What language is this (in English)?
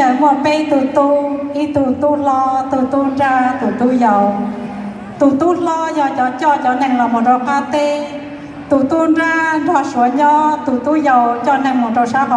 Hmong